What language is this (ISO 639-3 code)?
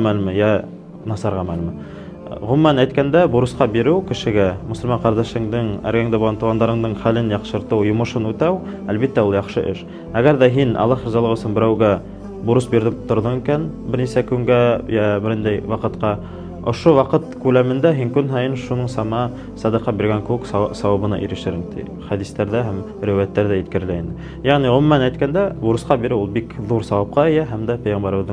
bak